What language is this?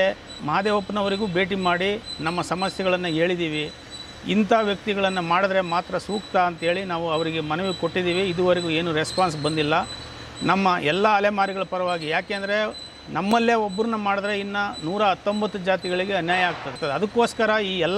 Kannada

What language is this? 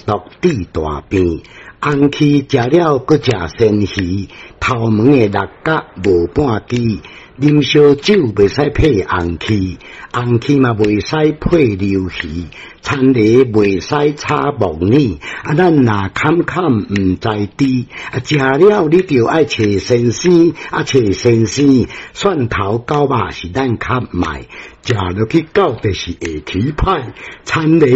Min Nan Chinese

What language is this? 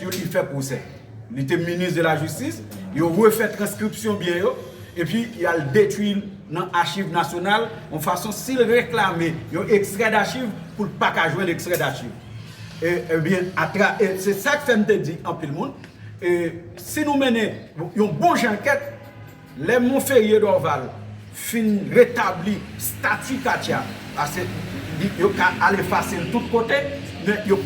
Haitian Creole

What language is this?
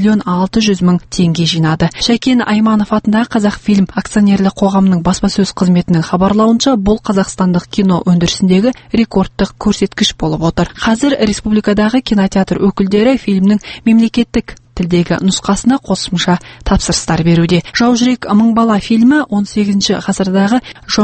Kazakh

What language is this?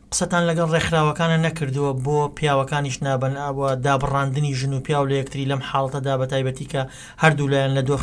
Central Kurdish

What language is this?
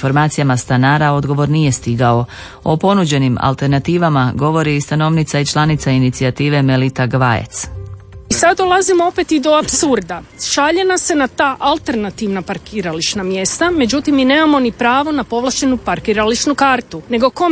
Croatian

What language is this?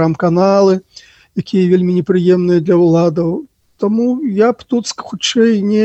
Belarusian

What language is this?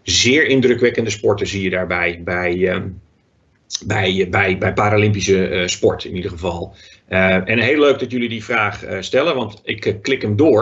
Dutch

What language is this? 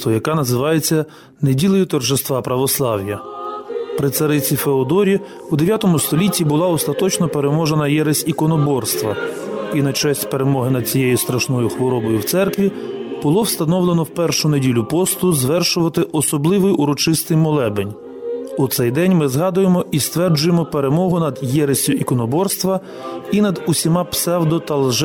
Ukrainian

